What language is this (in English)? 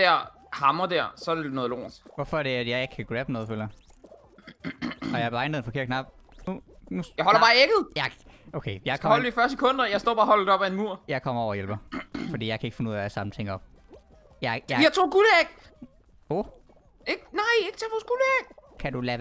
Danish